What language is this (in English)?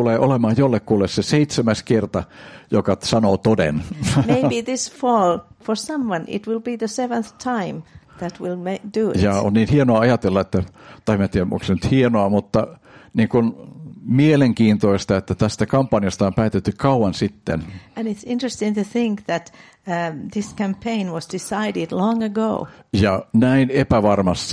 Finnish